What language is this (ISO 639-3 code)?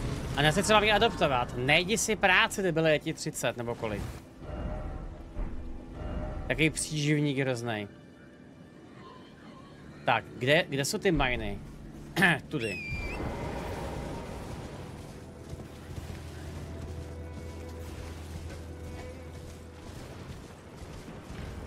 ces